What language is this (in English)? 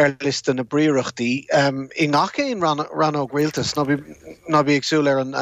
Irish